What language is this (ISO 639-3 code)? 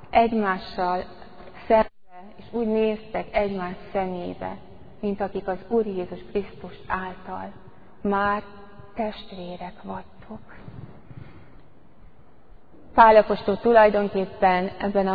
hun